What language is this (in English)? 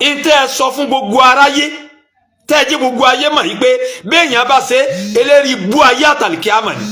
Yoruba